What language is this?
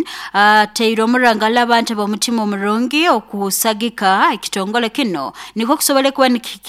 Nyoro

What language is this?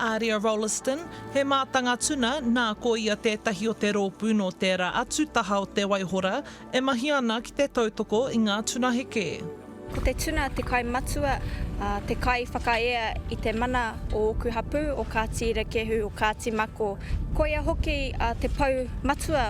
Māori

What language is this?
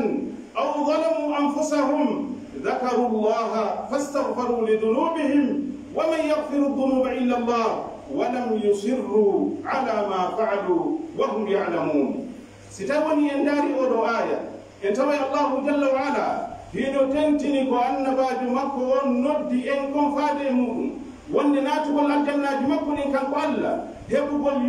Pular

